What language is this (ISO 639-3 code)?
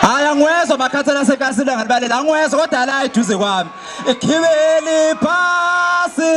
zul